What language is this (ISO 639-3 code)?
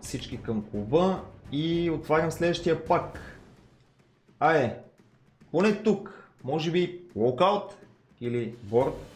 bul